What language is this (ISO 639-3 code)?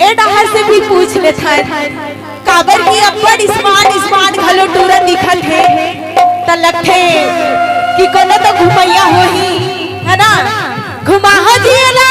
hne